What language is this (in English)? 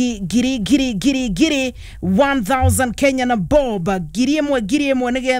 Kikuyu